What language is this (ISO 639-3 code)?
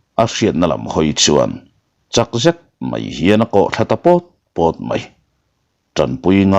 lus